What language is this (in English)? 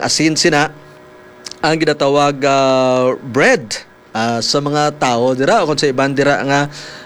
Hiligaynon